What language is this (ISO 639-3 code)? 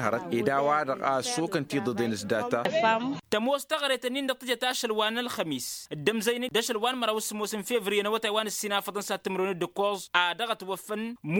taq